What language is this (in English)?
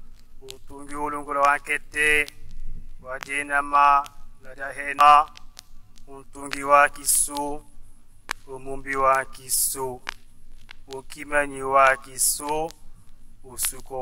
Tetela